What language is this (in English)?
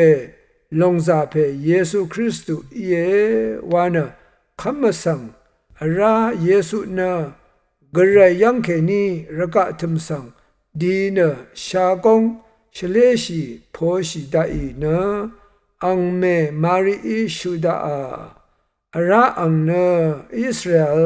Rawang